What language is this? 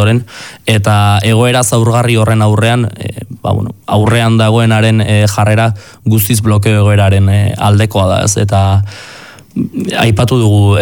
Basque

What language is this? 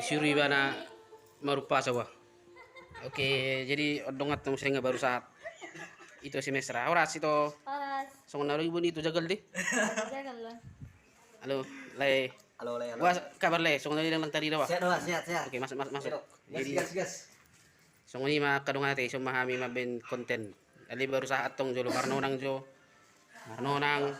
Batak Toba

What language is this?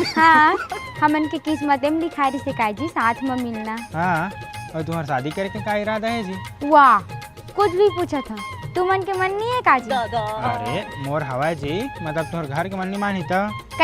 Chhattisgarhi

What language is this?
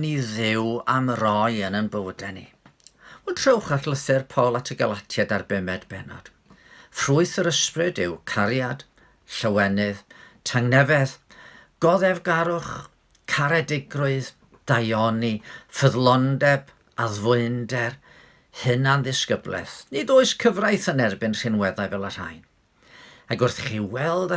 Welsh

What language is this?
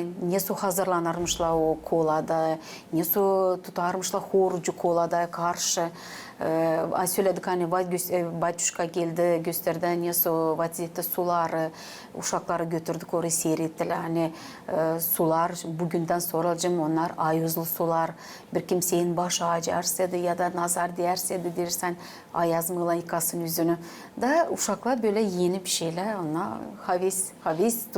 Gagauz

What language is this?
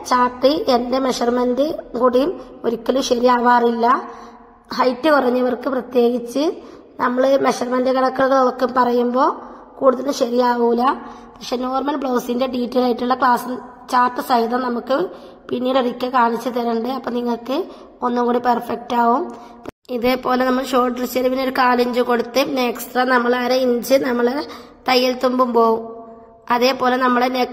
Malayalam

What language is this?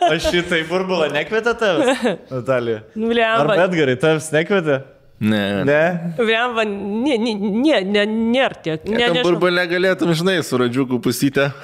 Lithuanian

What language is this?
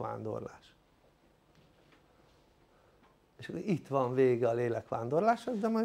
Hungarian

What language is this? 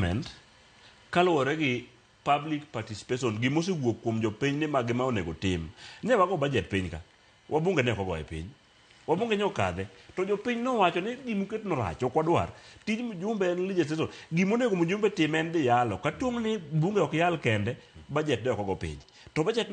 Luo (Kenya and Tanzania)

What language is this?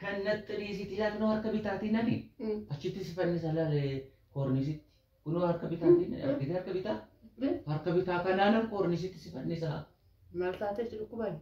Oromo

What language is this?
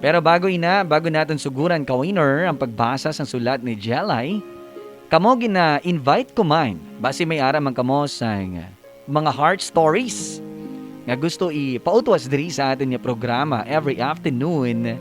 Hiligaynon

